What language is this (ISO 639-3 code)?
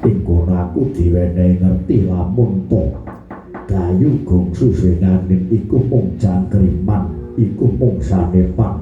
jav